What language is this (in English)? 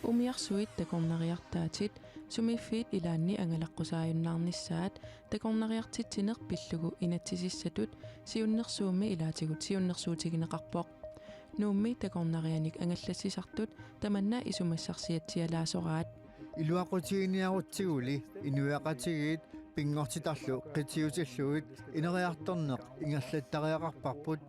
Kalaallisut